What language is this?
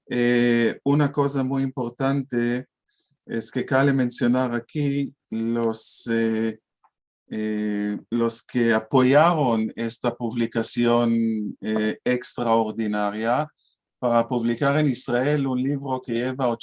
Ladino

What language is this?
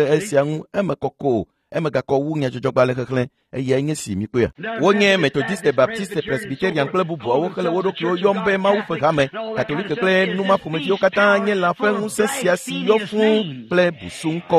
Ewe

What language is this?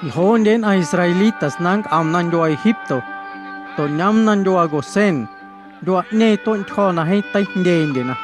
Guerrero Amuzgo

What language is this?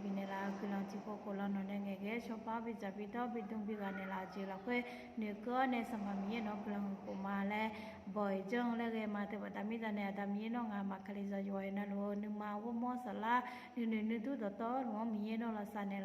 Akha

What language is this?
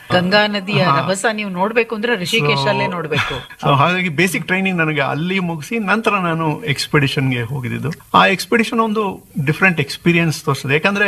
Kannada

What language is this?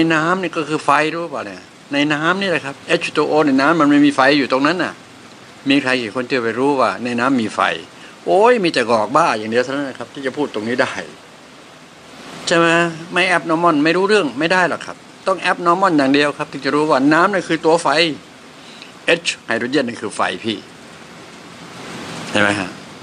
Thai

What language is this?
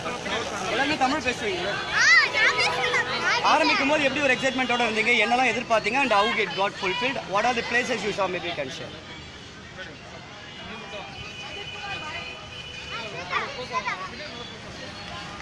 Tamil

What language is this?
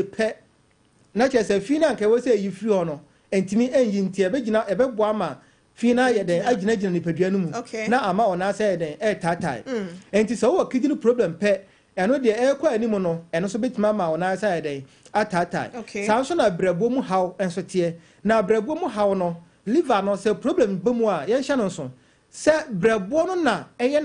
Akan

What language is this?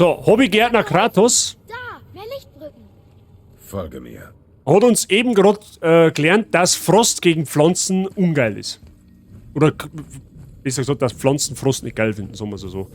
Bavarian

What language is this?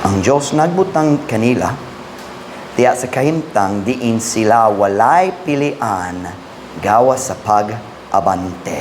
Cebuano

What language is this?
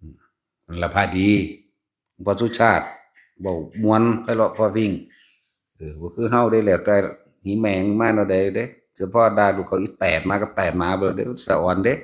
Northeastern Thai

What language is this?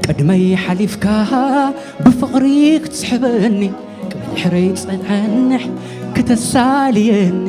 Tigrinya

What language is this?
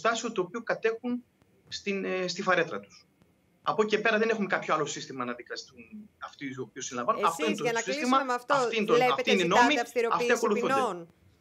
Greek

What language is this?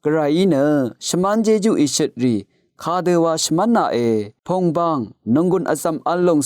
Rawang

